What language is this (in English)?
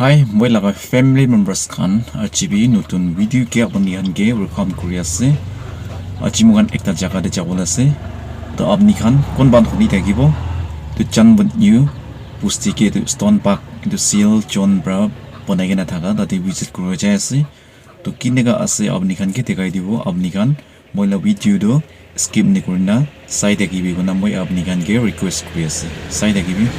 Naga Pidgin